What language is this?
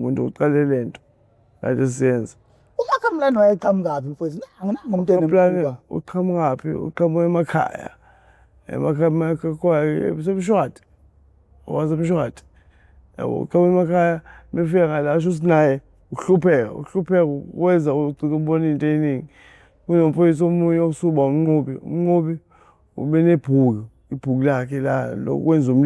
Zulu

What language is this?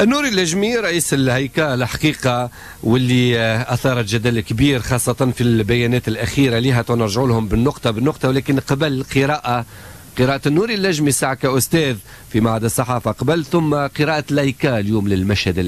Tunisian Arabic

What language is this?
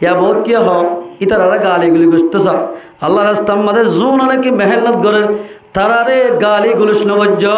Rohingya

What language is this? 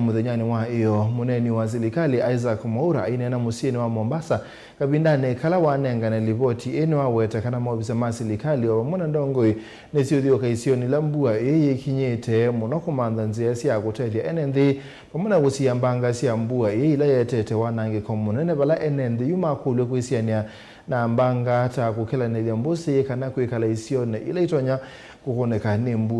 Kamba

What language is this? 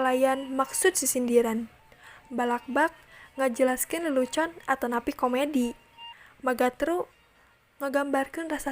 Sundanese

